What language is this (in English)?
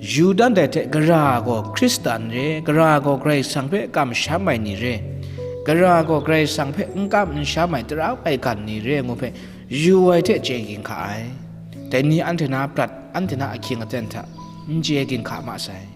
Kachin